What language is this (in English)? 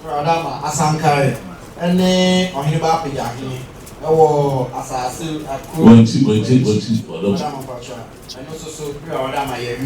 Akan